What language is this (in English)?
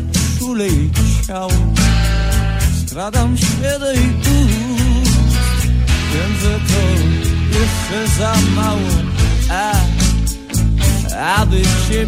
Polish